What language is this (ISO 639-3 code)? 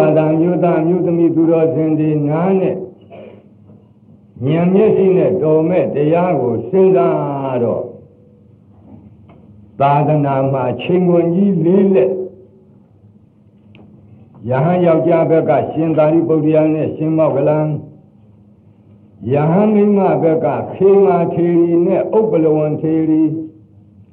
mya